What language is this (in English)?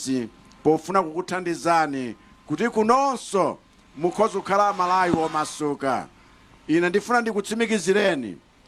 Nyanja